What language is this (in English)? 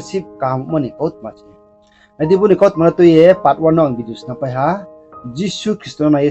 Riang (India)